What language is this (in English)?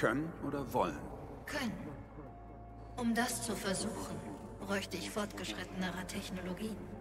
German